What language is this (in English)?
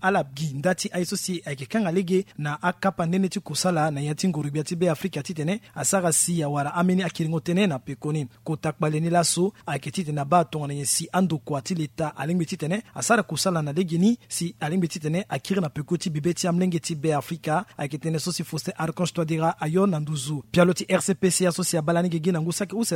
Sango